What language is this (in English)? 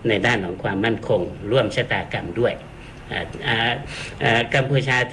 Thai